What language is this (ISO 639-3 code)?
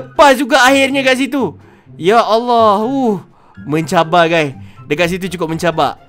msa